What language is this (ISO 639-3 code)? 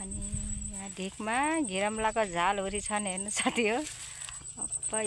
nep